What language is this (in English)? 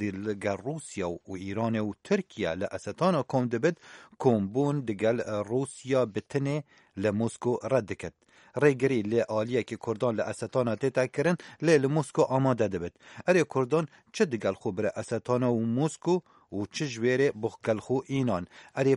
Kurdish